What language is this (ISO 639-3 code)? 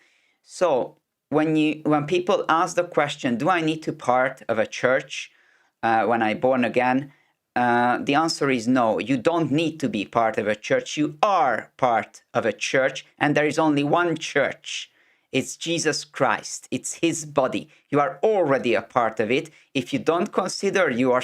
eng